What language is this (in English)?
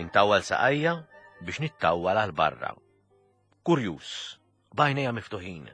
Maltese